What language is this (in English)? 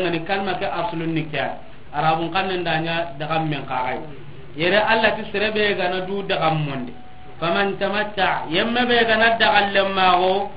Soninke